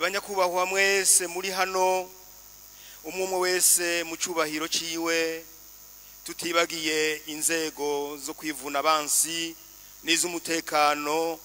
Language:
Rundi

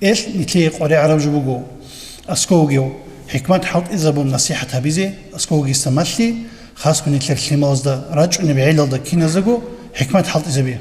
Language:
Avaric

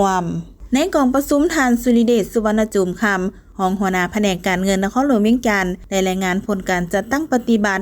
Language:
Lao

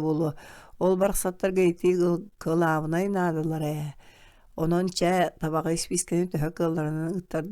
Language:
Yakut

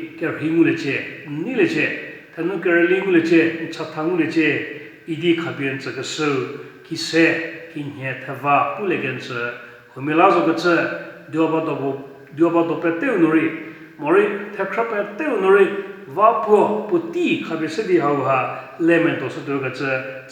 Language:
Angami Naga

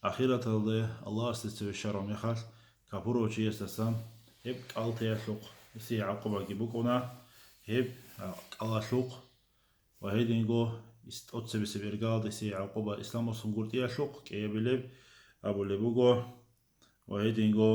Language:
Avaric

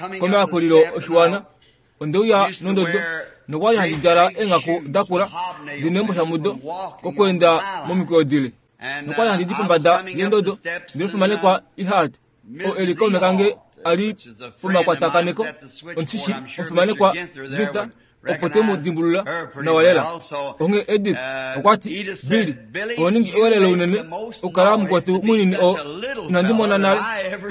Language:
Kuanyama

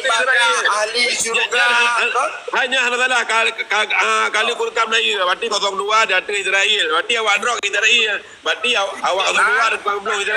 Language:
Achinese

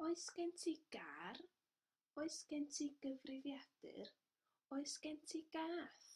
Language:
Welsh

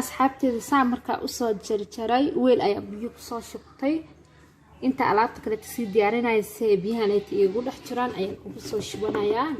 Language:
Somali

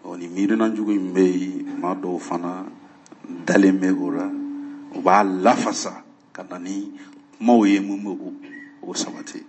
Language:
Bambara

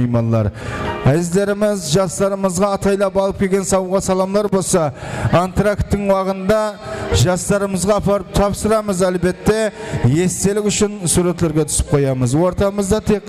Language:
Kara-Kalpak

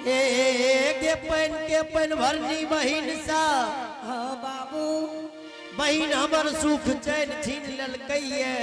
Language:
Angika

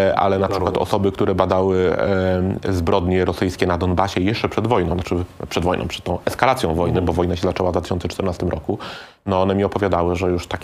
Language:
Polish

